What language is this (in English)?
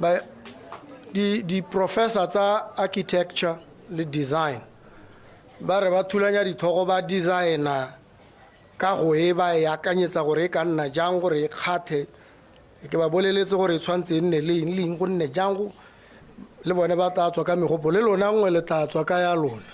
Tswana